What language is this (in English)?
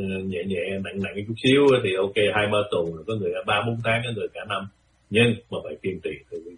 Vietnamese